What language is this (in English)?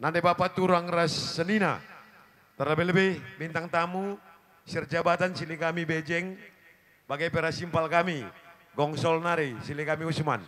Batak Karo